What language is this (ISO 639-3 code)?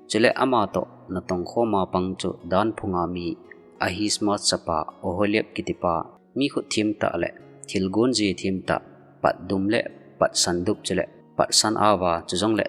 tcz